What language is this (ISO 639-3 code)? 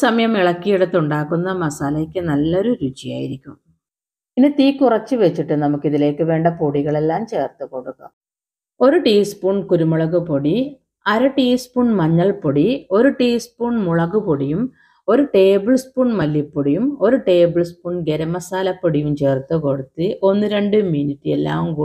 mal